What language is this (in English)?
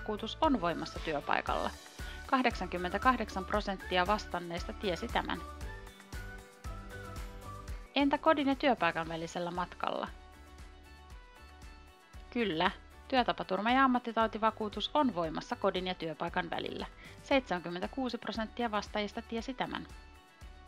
Finnish